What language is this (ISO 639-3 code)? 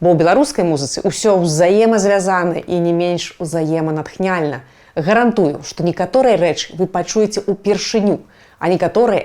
bel